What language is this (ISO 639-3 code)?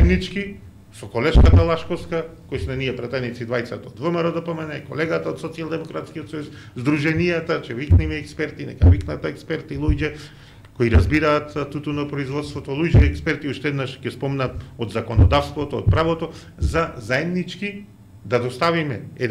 mkd